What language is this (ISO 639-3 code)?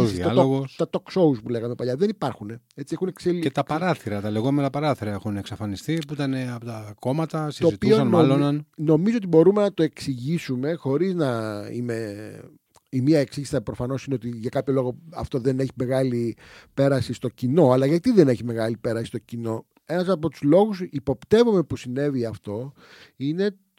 ell